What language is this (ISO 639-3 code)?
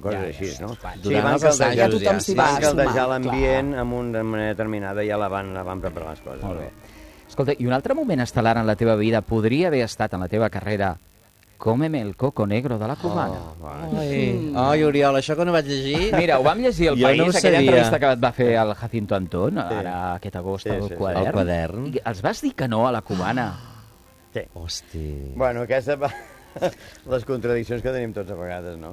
cat